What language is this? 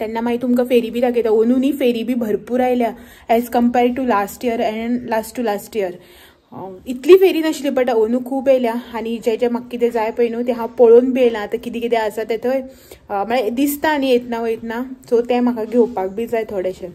Konkani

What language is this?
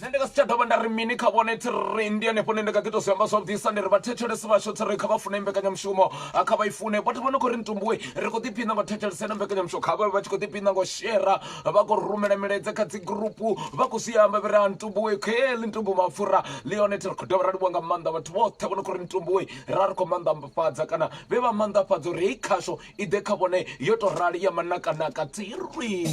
Venda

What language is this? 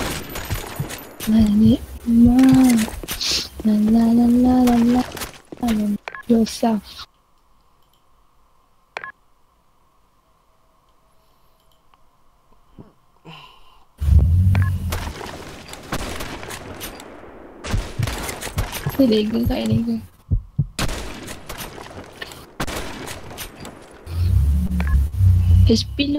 Malay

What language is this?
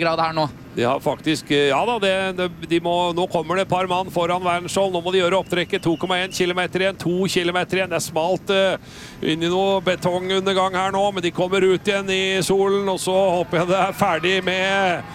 Norwegian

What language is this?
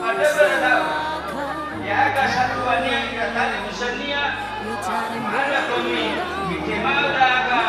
Nias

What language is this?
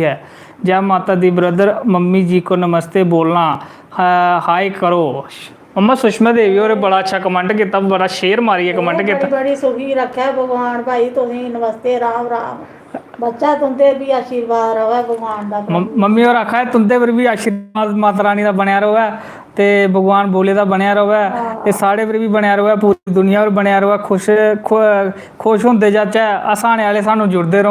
Dogri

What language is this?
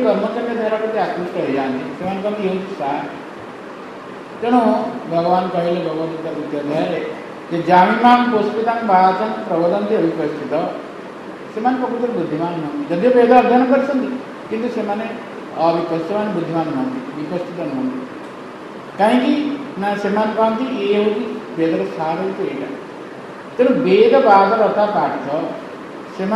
Odia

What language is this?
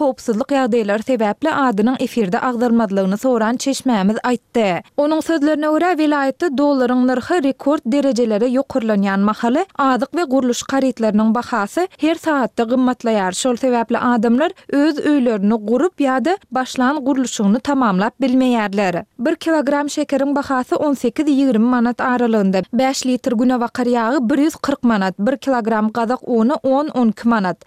Turkmen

